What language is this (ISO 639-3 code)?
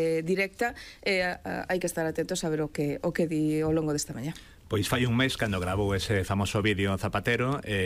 glg